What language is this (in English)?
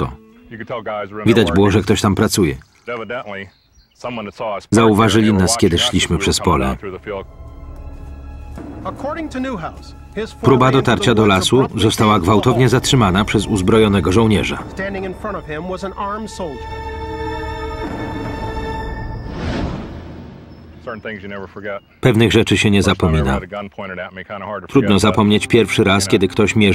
Polish